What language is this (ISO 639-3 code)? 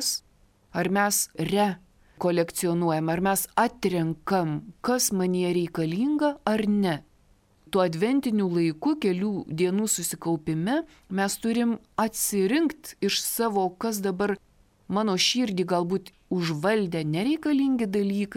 lit